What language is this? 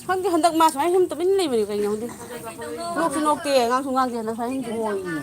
Manipuri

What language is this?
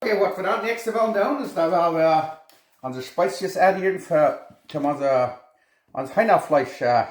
Plautdietsch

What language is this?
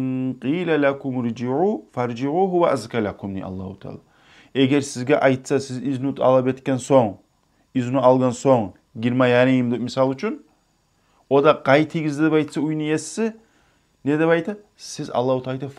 Kumyk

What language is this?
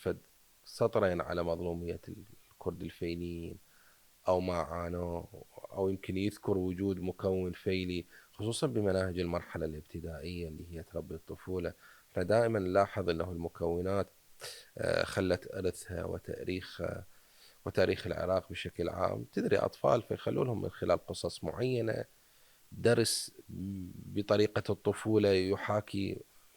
Mesopotamian Arabic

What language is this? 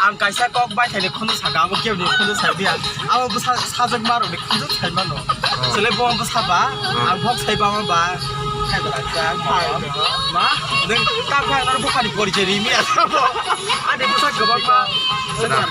Kok Borok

